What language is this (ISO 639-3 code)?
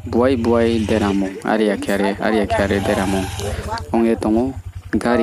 ria